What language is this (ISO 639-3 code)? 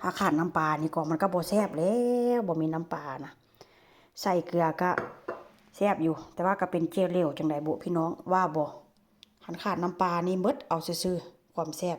lao